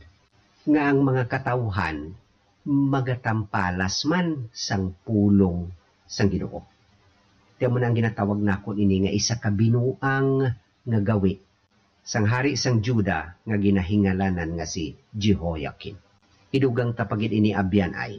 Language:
Hiligaynon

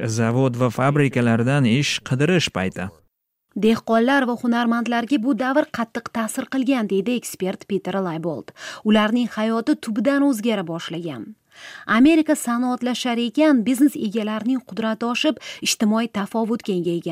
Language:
Uzbek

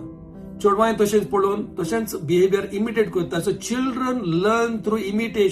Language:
Konkani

